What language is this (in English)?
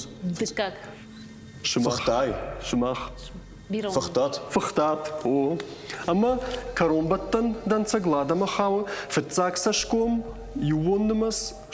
Ossetic